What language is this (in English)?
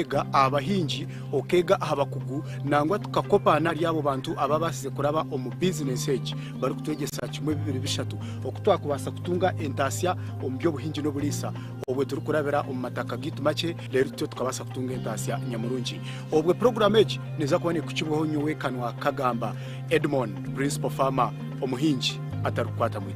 Nyankole